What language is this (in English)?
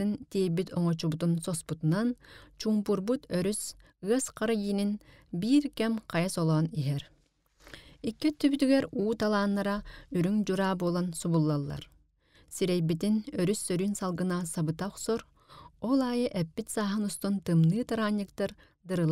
Yakut